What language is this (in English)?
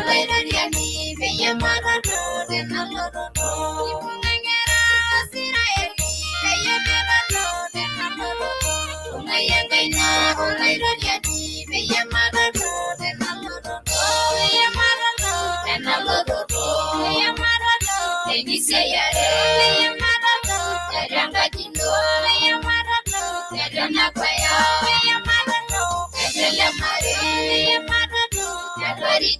Masai